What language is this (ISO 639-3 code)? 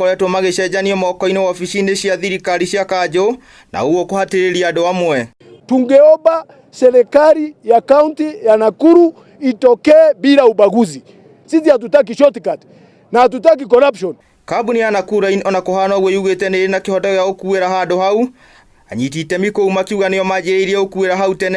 kik